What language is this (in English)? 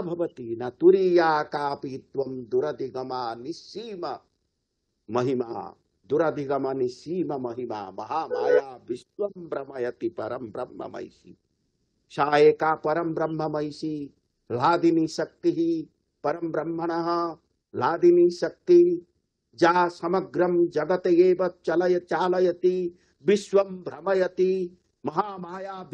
Sanskrit